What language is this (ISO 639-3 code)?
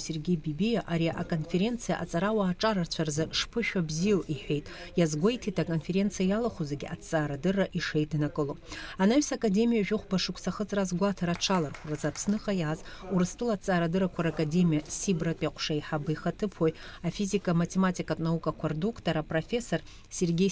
abk